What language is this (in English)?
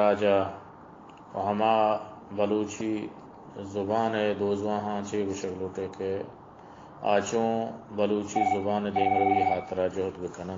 Baluchi